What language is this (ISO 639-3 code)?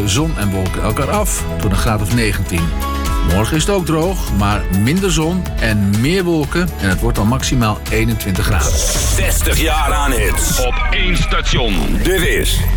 nld